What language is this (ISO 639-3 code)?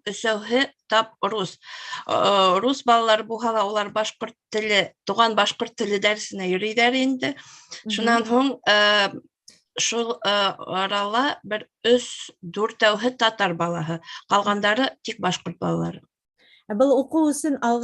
bak